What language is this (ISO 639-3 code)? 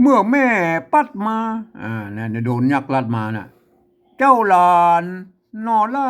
nod